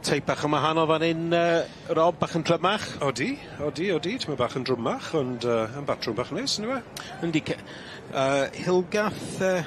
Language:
Welsh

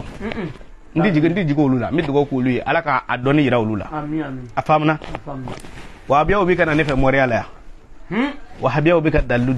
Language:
Bambara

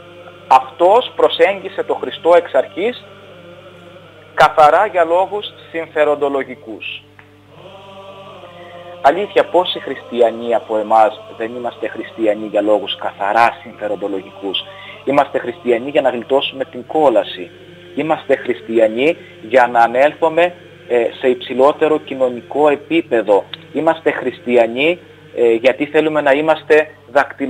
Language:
Greek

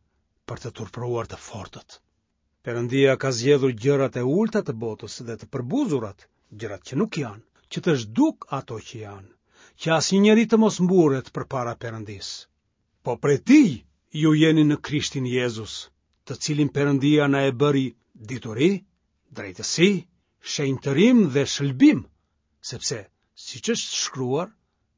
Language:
Albanian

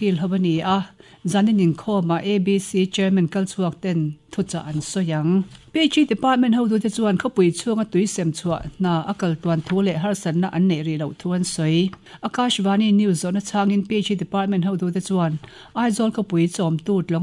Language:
Mizo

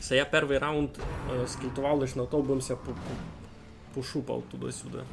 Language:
Rusyn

